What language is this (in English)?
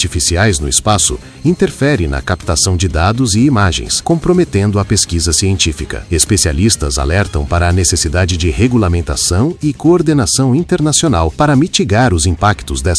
Portuguese